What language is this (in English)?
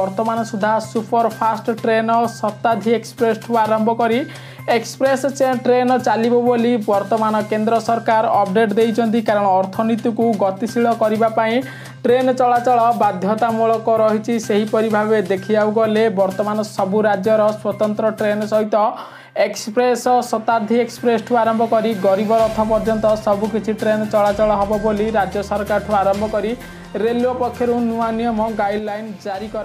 Odia